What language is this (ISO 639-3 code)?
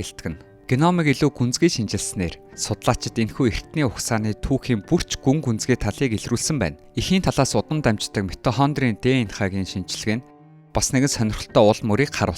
mon